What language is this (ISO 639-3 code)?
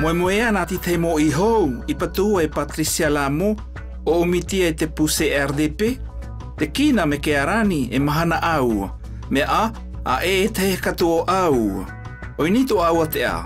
mqm